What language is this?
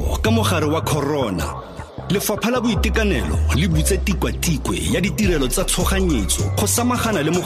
Tswana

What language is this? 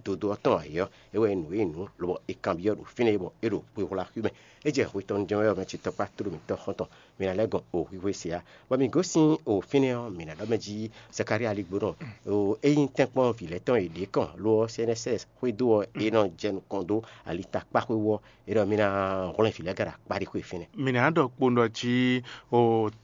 Fon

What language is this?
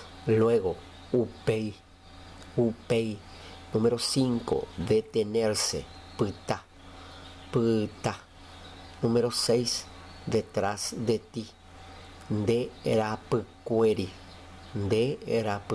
Guarani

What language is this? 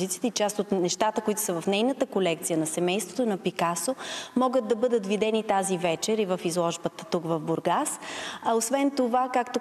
Bulgarian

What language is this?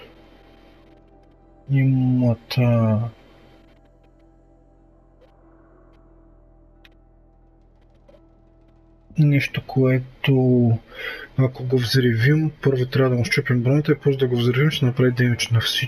Bulgarian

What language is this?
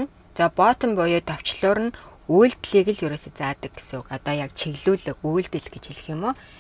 Mongolian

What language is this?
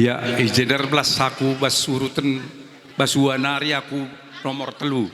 Batak Karo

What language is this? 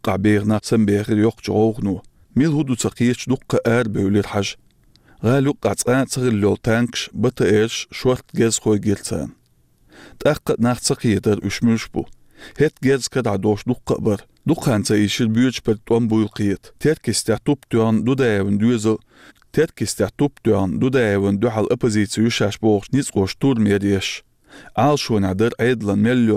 Chechen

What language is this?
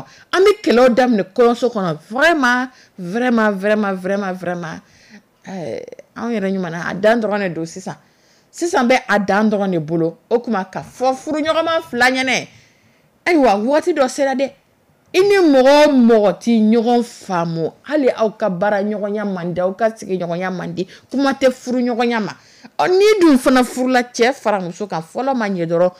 Dyula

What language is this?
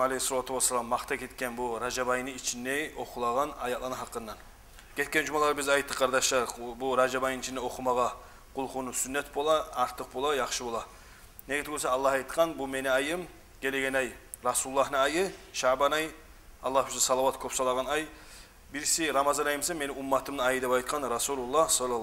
Kumyk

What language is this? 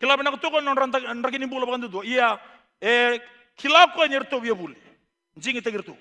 Fijian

